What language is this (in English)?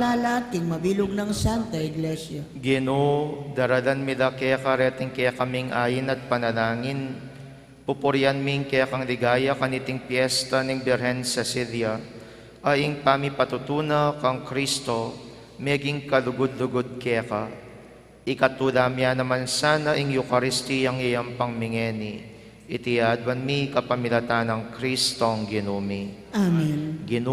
Pampanga